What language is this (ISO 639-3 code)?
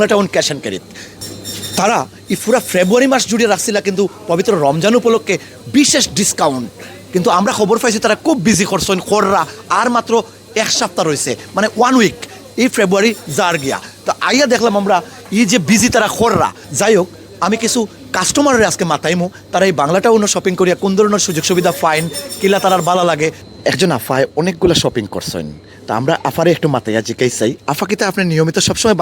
syl